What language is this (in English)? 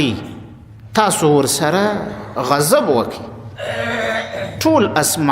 Pashto